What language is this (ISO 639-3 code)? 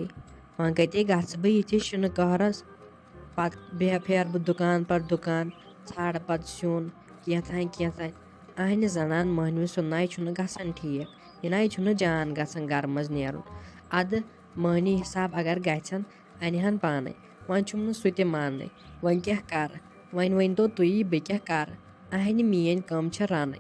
kas